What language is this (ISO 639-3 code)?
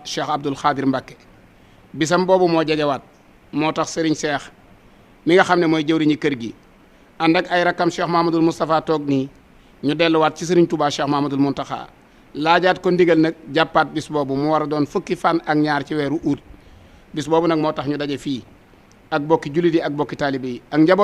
wol